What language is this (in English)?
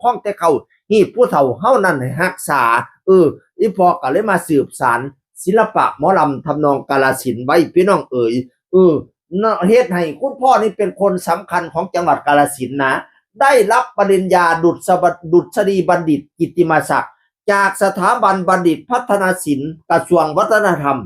Northeastern Thai